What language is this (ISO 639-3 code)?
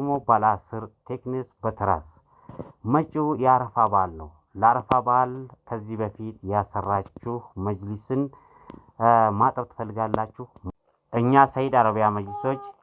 amh